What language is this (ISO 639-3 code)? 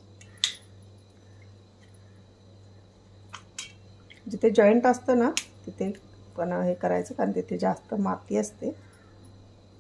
mar